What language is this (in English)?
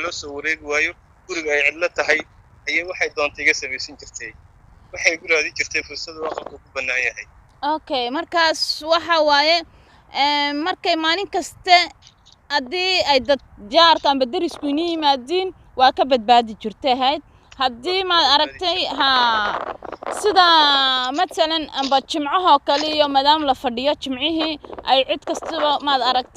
Somali